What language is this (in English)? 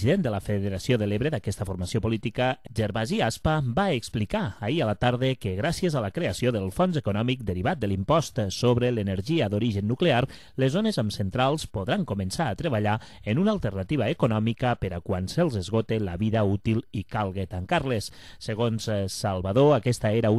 Catalan